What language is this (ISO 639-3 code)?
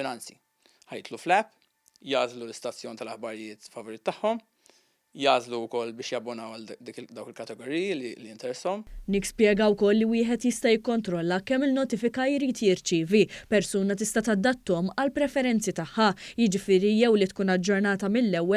mlt